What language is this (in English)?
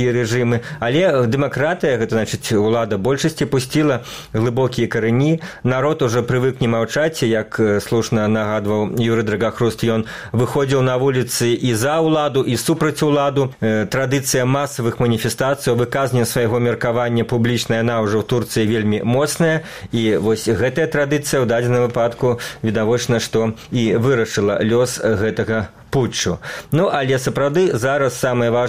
Belarusian